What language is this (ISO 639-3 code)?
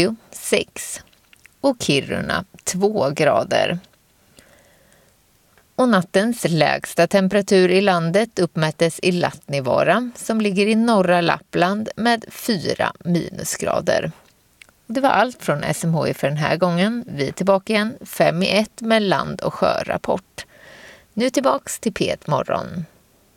swe